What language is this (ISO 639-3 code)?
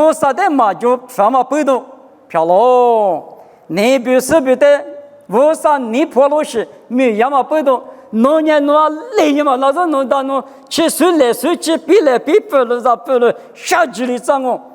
lis